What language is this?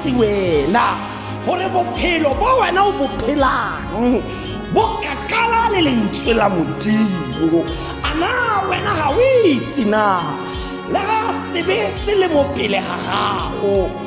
Tswana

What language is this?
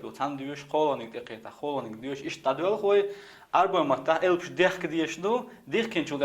Chechen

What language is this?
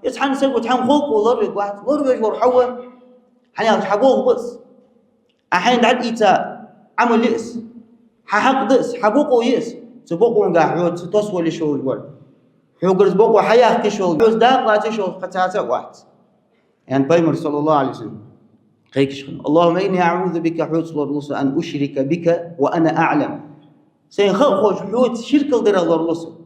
Ingush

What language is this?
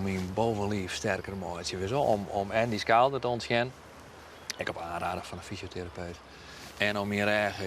Western Frisian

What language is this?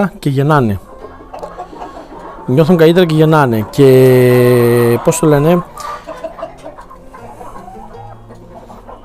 Greek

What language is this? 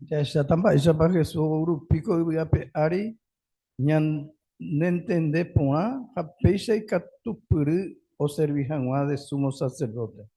Guarani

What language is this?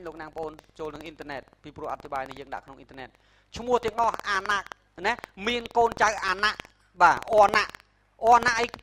Khmer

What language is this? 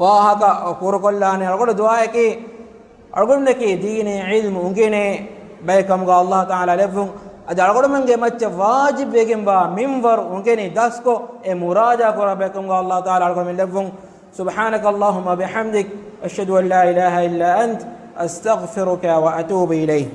Divehi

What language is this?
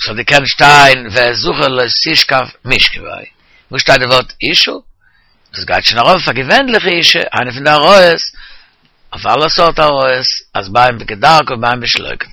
Yiddish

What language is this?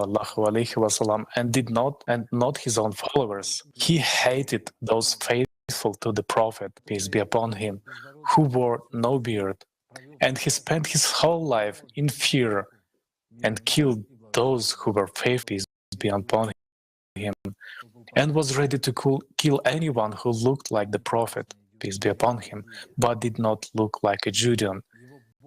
Nyanja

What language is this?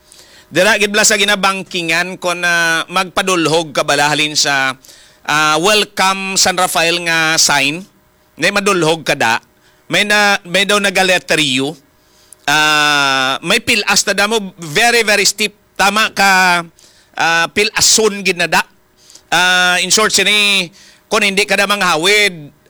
Hiligaynon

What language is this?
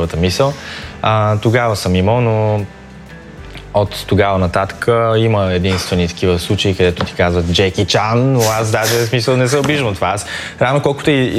Bulgarian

